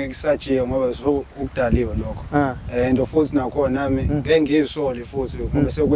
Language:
Zulu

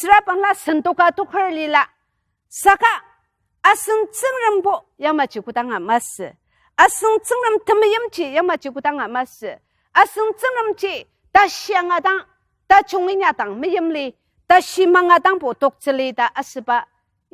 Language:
Ao Naga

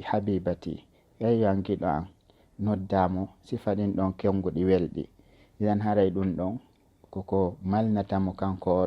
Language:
Fula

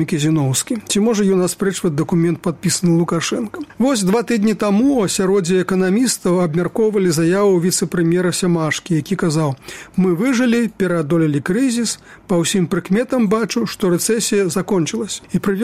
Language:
Belarusian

